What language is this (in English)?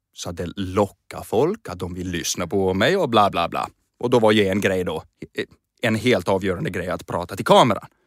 Swedish